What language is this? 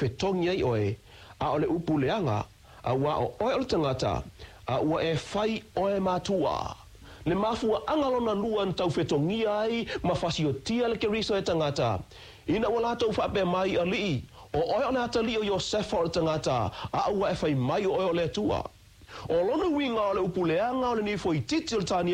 Samoan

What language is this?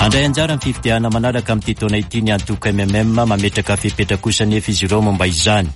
Malagasy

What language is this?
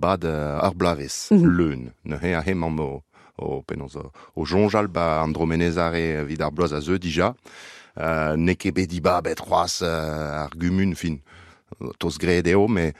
Breton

